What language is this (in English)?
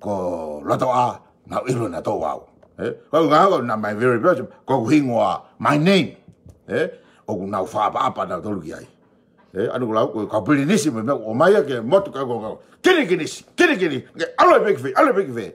Tongan